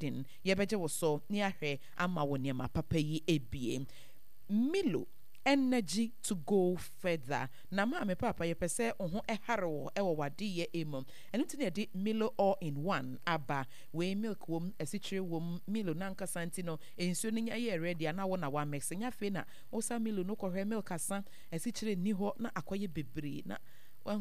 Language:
Akan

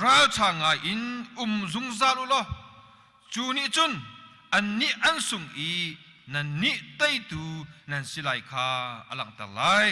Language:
Hakha Chin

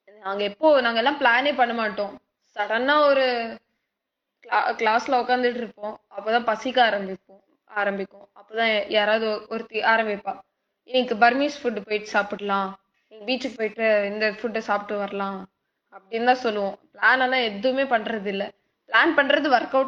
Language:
Tamil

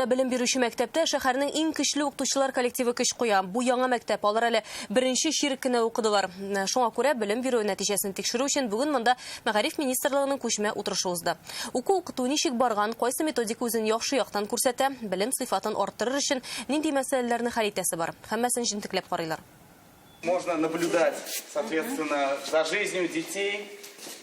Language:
Tatar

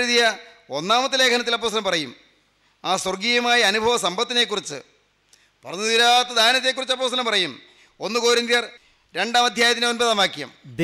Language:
Malayalam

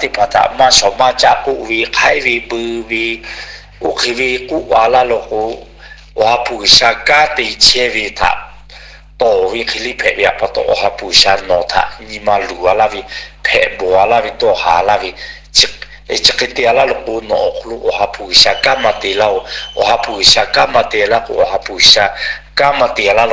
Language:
Lahu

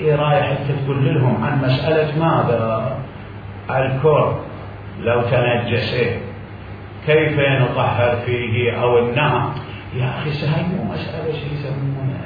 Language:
Mesopotamian Arabic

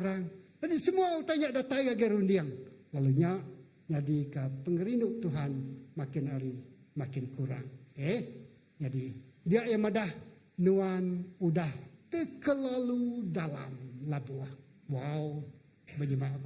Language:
Iban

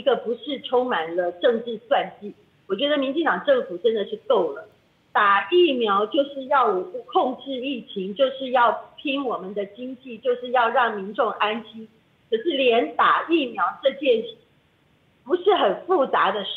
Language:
Chinese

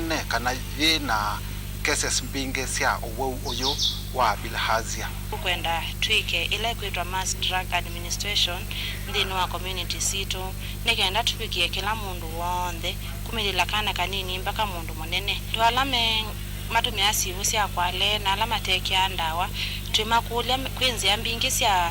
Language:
Kamba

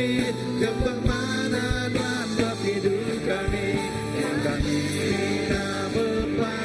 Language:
Iban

